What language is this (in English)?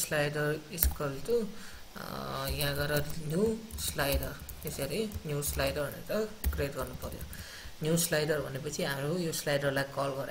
Nepali